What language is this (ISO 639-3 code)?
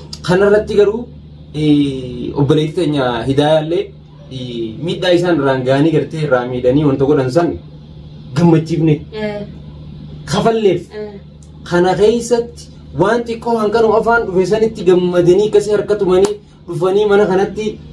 orm